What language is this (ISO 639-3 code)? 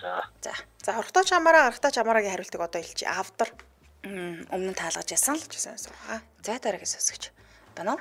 mon